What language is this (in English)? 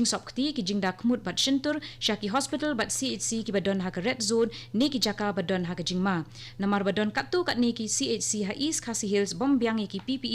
Khasi